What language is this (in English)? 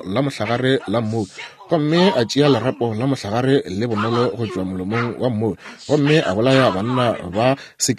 Northern Sotho